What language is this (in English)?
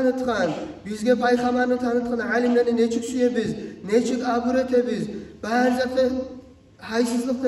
Kumyk